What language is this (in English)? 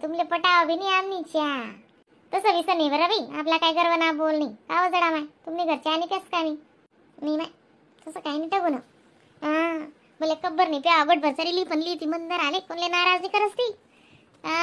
Khandesi